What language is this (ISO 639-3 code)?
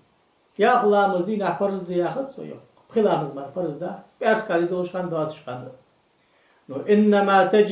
inh